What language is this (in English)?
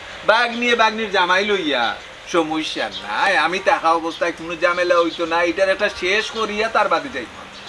Sylheti